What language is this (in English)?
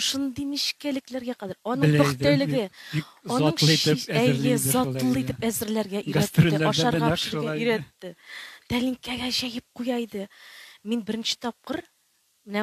Tatar